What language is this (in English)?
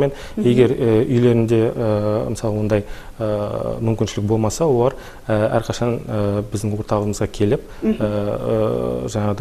Kazakh